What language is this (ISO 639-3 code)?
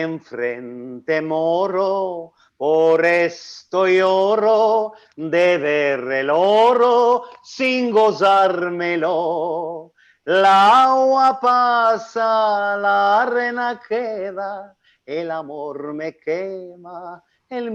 lad